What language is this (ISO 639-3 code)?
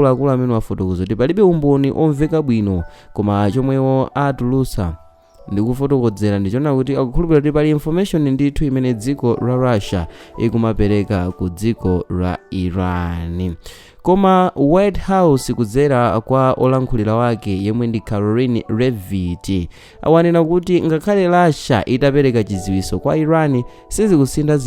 nya